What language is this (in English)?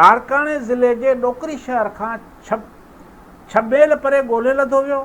Sindhi